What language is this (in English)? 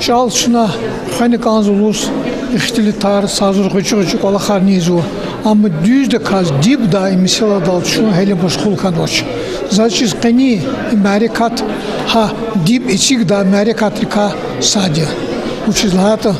Lezghian